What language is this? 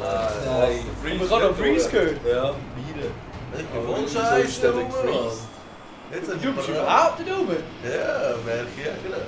Swiss German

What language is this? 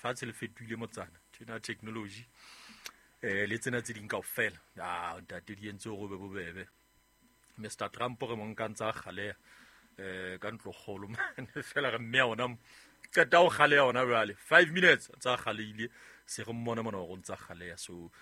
Southern Sotho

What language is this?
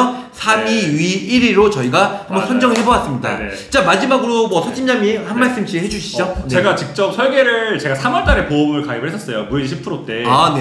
Korean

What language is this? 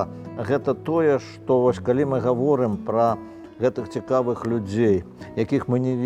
Belarusian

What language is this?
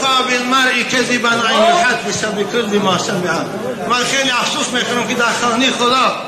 Tajik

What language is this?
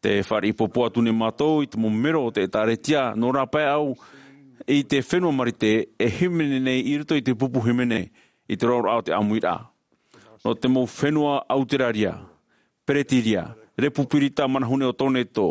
Tahitian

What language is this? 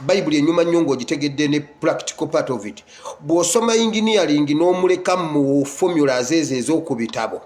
Ganda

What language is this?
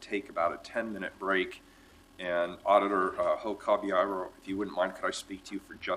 English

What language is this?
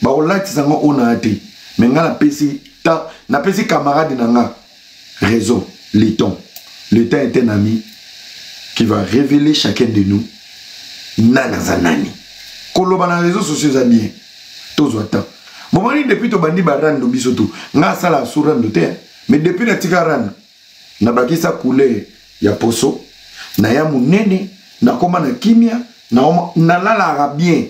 Lingala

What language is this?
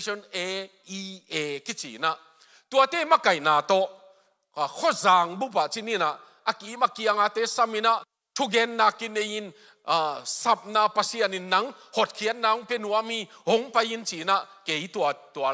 Tedim Chin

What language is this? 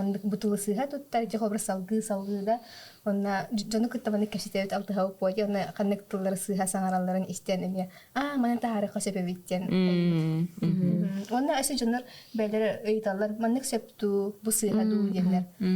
Yakut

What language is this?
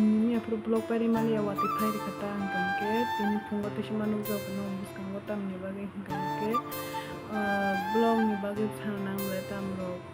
Kok Borok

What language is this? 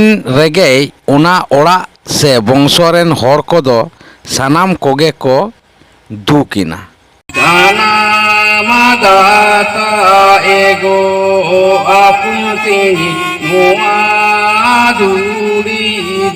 Santali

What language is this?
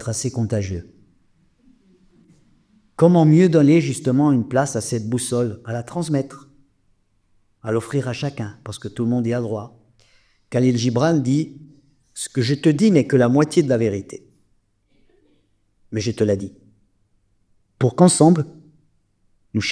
French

